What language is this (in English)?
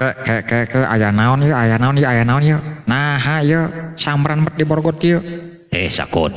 Sundanese